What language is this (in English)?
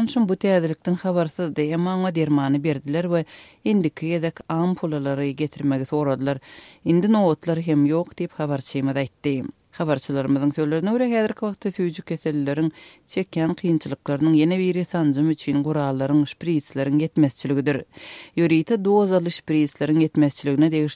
Turkmen